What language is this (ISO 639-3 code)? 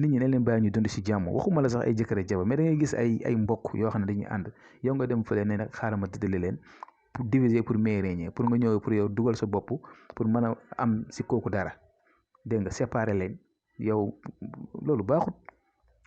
wol